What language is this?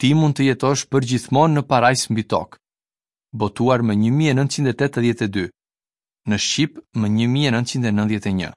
Albanian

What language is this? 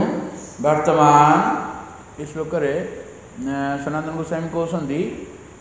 Odia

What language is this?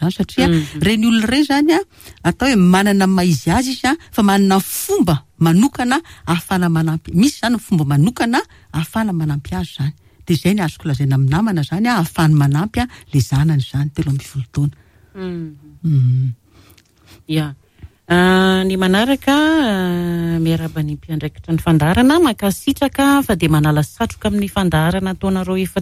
Malagasy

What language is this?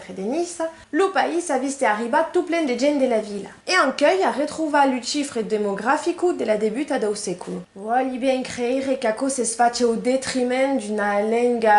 Occitan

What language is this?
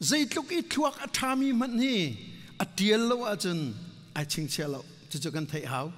Hakha Chin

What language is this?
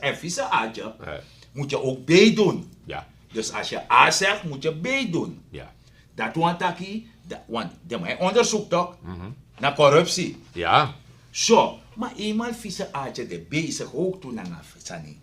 Sranan Tongo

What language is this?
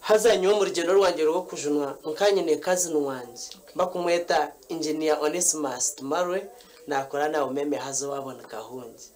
Nyankole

